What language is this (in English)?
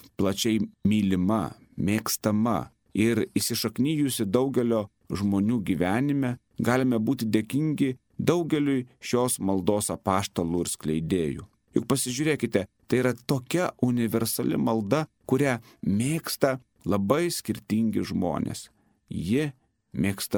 Lithuanian